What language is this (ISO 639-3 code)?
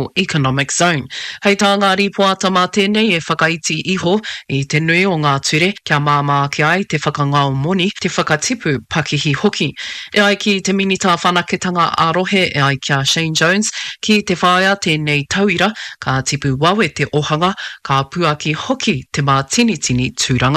mri